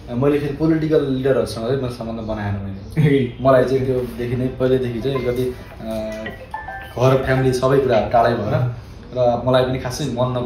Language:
Nepali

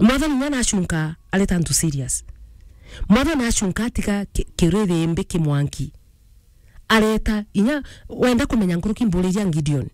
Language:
Meru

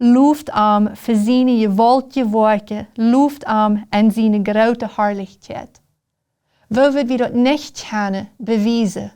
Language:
Plautdietsch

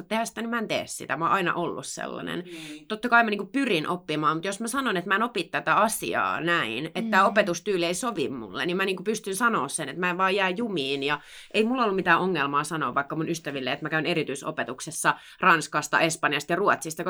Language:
Finnish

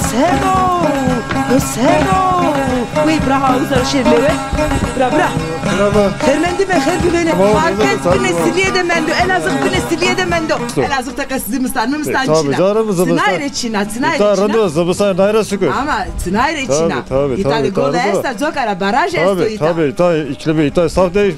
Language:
Zaza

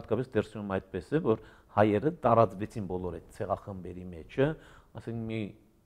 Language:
Armenian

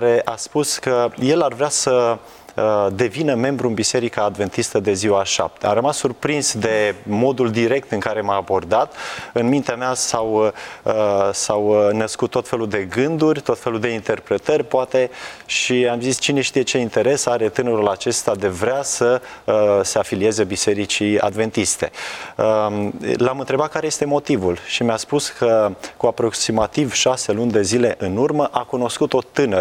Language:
Romanian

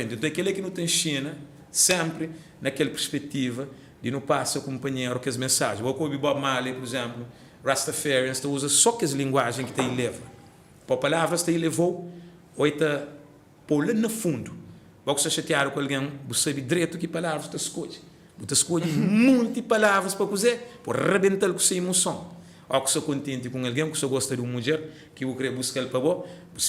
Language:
Kabuverdianu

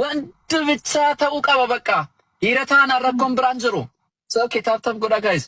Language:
Oromo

